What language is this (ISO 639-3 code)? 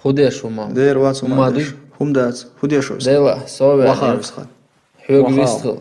che